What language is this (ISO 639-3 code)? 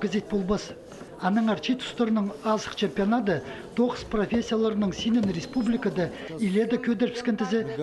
kjh